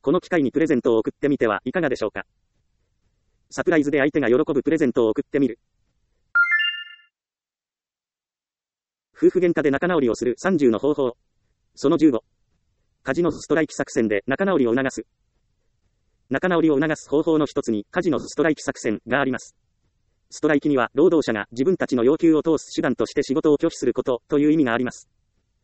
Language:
Japanese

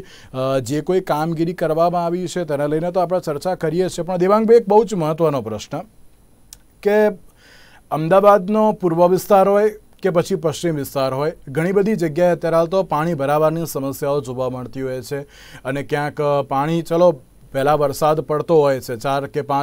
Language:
Gujarati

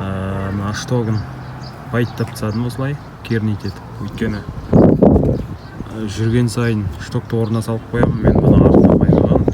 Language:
Kazakh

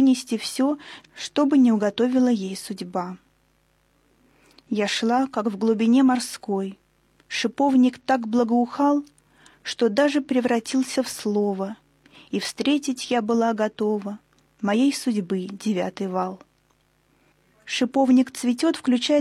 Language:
Russian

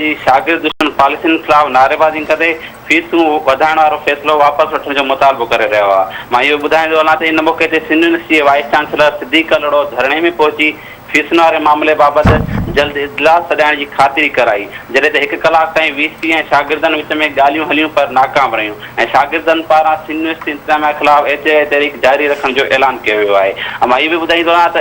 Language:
Sindhi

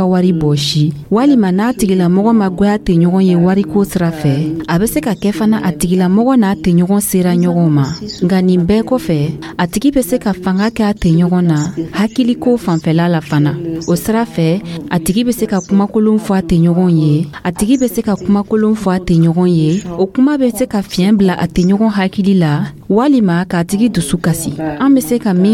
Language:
Dyula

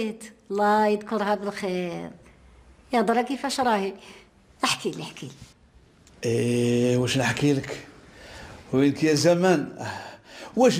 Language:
Algerian Arabic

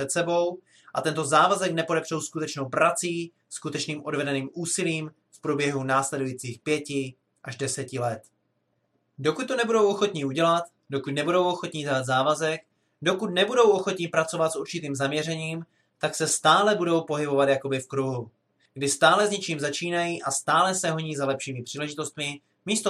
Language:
Czech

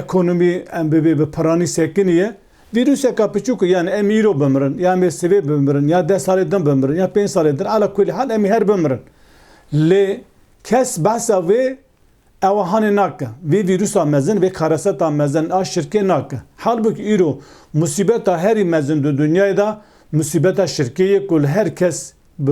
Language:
Kurdish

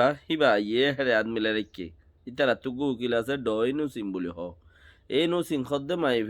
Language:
Rohingya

